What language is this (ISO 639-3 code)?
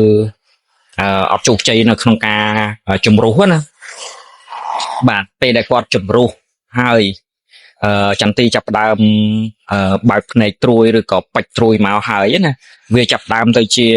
khm